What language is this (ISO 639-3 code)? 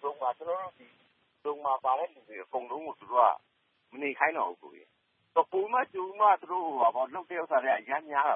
mya